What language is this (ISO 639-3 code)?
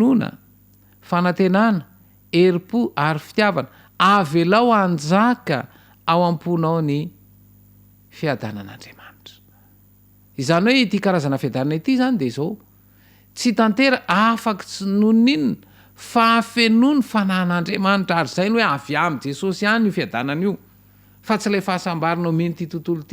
mlg